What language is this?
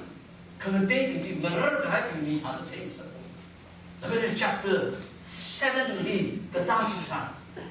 Tangkhul Naga (India)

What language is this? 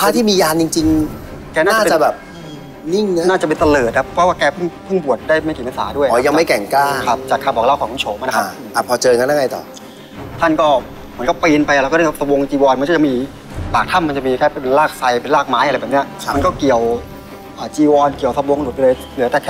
Thai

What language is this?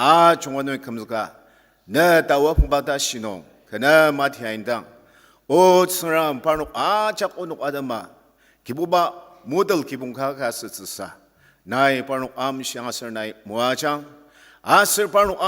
Ao Naga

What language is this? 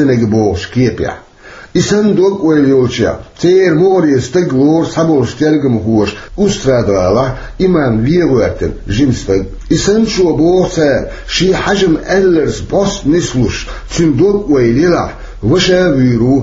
Chechen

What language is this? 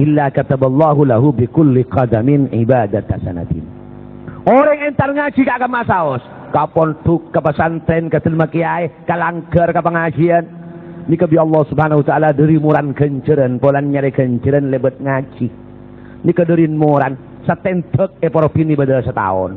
Madurese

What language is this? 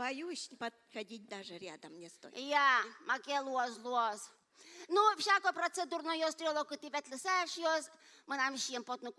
Udmurt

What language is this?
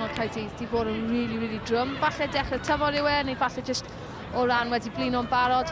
Welsh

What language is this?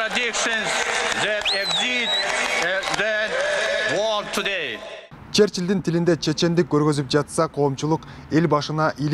Kyrgyz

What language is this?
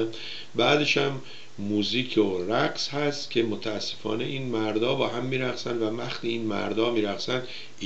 Persian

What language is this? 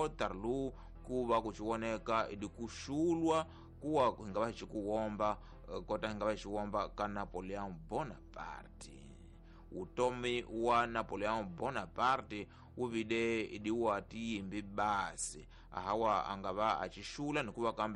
Tsonga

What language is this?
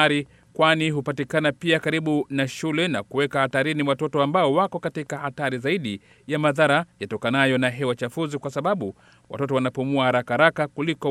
Swahili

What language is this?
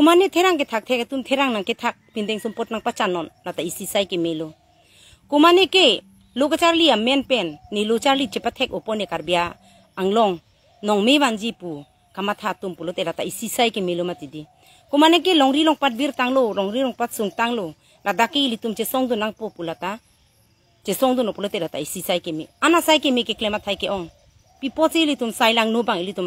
Karbi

